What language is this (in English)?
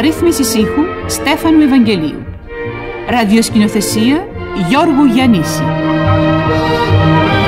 Greek